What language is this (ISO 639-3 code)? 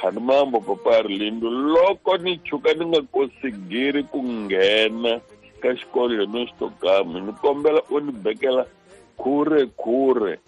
tso